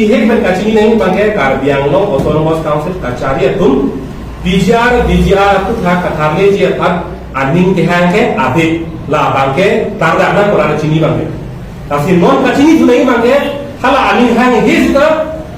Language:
Karbi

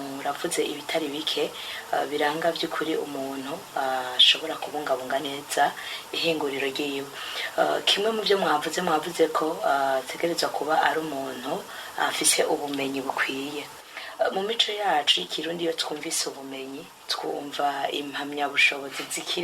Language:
Rundi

